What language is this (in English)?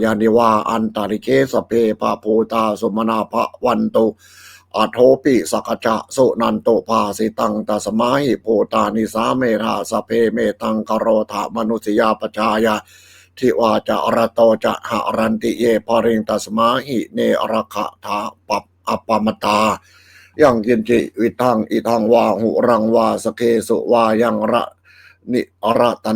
Pali